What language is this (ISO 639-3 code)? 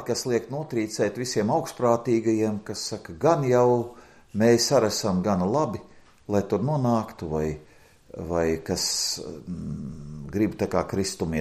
lav